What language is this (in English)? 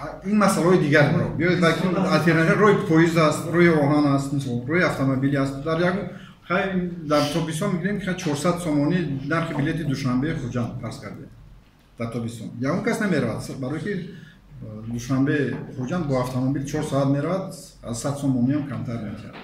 Tajik